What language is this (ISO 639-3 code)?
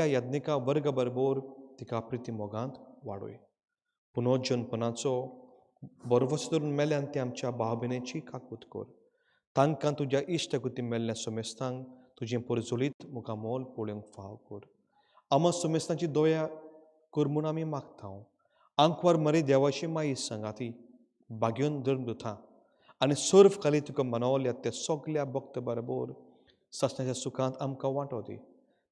kok